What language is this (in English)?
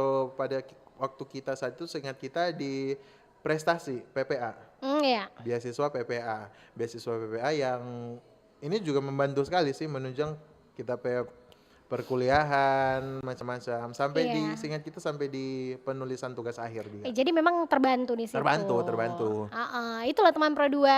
Manado Malay